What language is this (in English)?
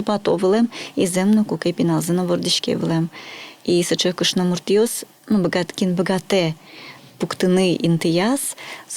Udmurt